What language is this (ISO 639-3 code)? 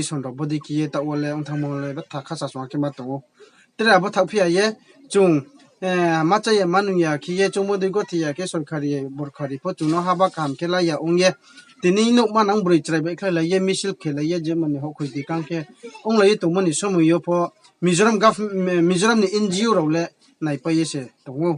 ria